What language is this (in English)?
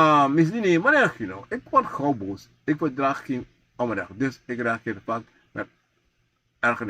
Sranan Tongo